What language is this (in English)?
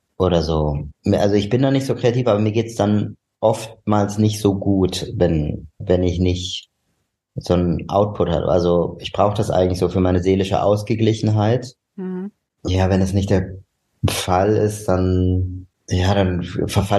German